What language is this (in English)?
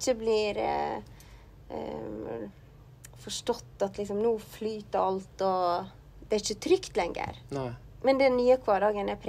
Norwegian